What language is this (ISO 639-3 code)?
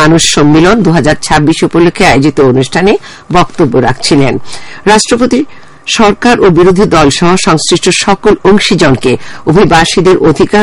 ben